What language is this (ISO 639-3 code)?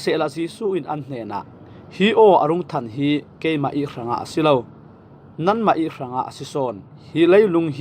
cfm